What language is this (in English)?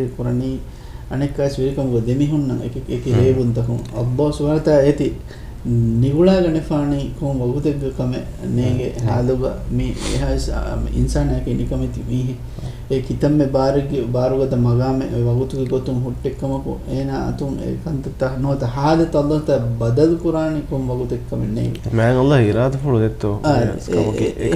Divehi